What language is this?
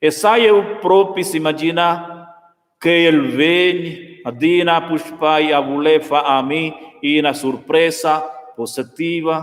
Romansh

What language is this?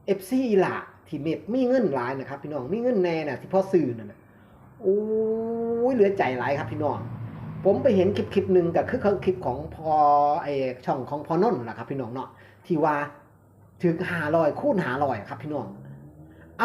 Northeastern Thai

